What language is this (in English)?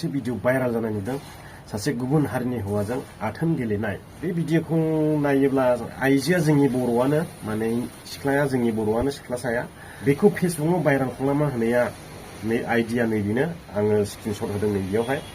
Bodo